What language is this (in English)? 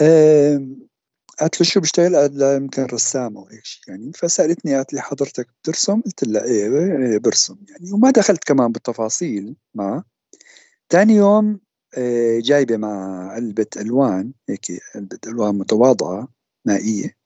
North Levantine Arabic